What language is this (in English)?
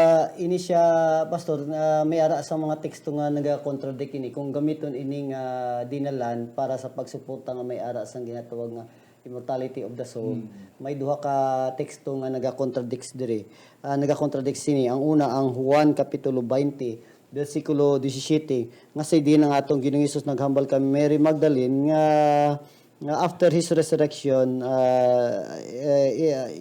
Hiligaynon